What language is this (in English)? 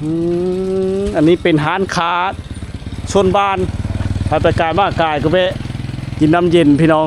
Lao